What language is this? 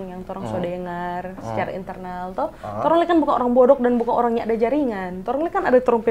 Manado Malay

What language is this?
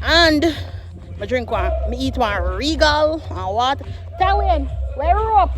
Jamaican Creole English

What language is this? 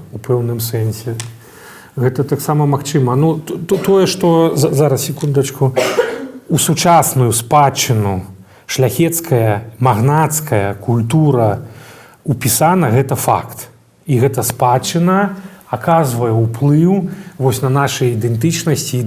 Belarusian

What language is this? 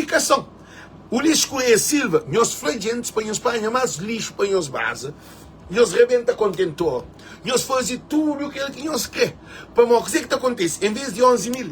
Kabuverdianu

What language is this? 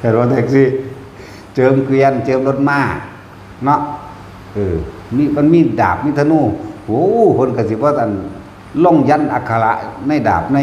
Northeastern Thai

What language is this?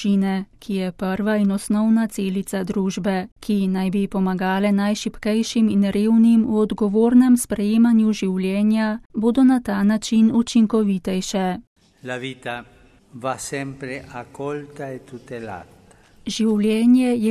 Slovenian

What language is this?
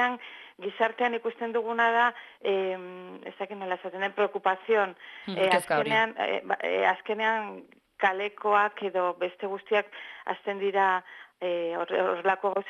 Basque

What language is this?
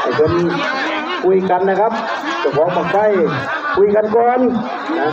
Northeastern Thai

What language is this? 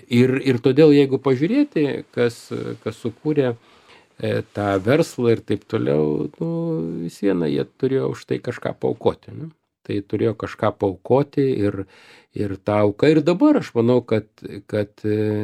Lithuanian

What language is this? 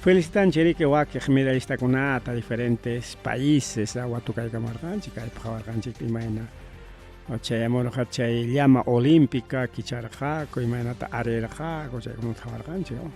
Ayacucho Quechua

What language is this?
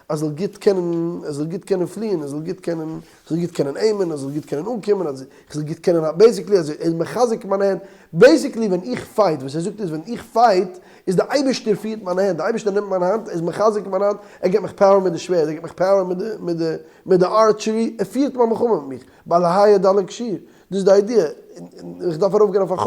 Yiddish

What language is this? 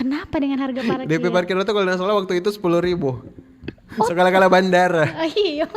Manado Malay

